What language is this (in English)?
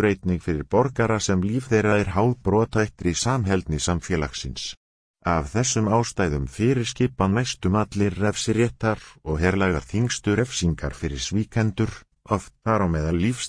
Icelandic